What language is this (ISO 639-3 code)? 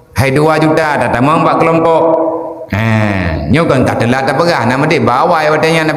ace